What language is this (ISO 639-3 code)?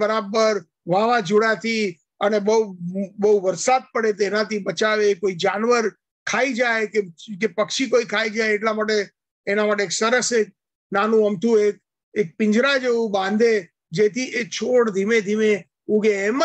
guj